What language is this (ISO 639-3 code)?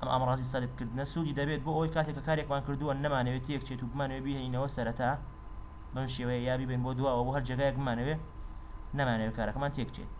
ckb